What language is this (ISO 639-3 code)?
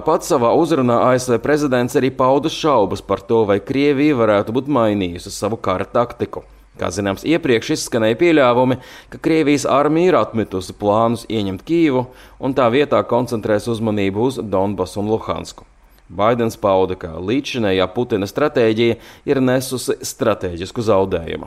lav